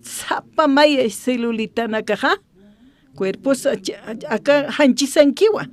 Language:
Aymara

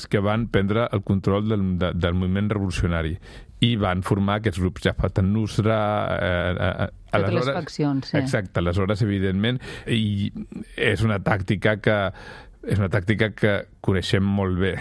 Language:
Catalan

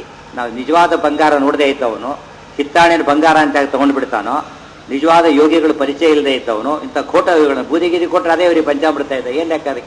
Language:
Kannada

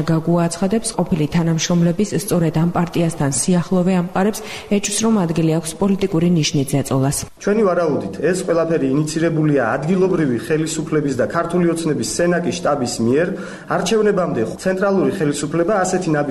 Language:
Georgian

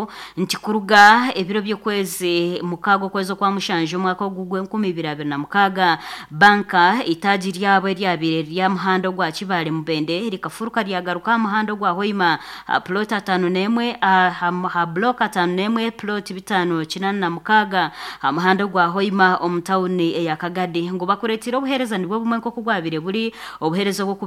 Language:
Nyankole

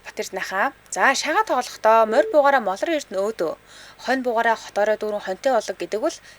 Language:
Mongolian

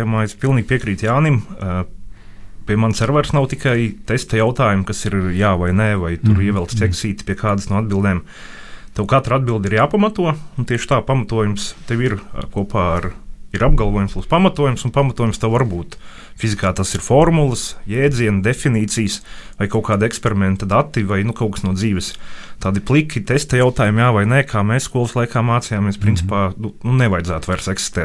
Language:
Latvian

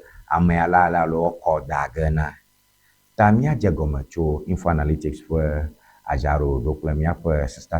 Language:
Ewe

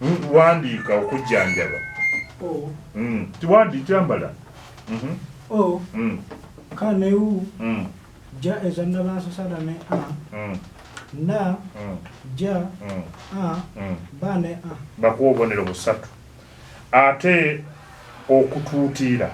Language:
Ganda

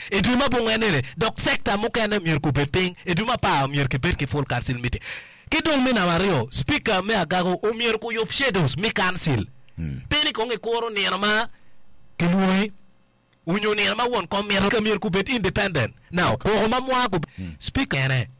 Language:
Acoli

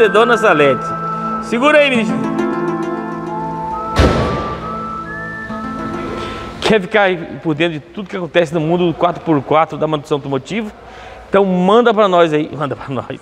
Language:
Portuguese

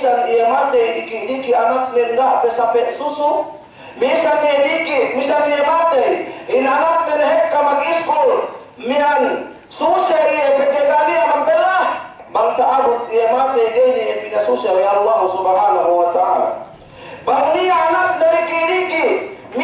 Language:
Yakan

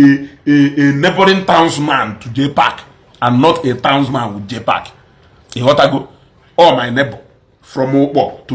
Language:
Igbo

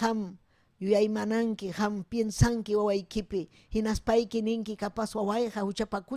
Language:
Ayacucho Quechua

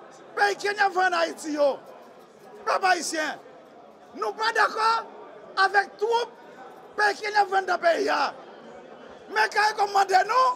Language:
Haitian Creole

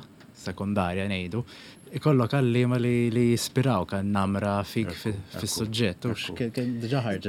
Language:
Maltese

